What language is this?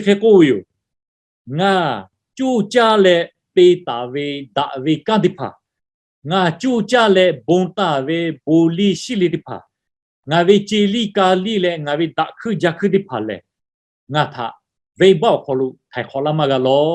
Lahu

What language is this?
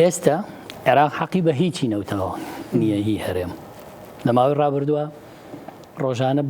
Central Kurdish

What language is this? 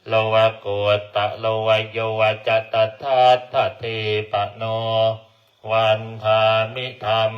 Pali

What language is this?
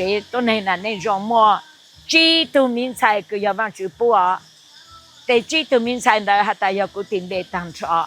Hmong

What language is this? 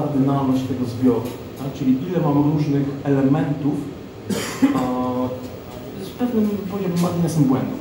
Polish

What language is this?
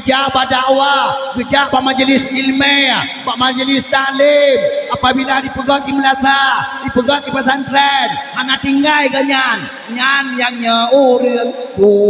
Achinese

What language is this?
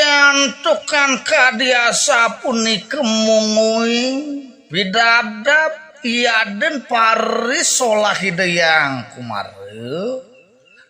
Balinese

